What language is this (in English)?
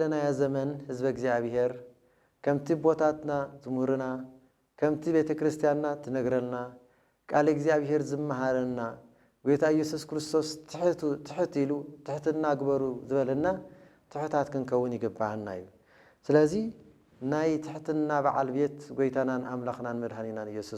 Tigrinya